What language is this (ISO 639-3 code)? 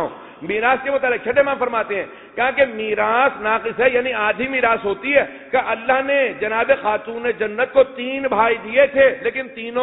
urd